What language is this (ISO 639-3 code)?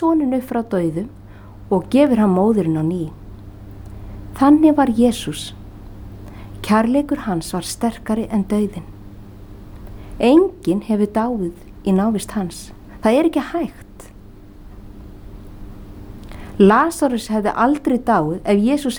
isl